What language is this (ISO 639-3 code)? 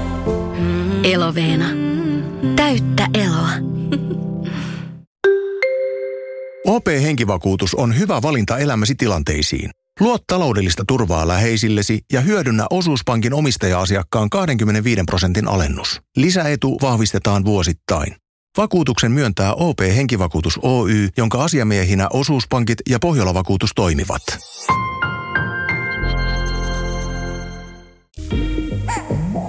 fin